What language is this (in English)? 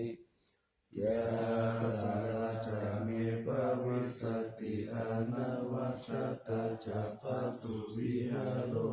Pali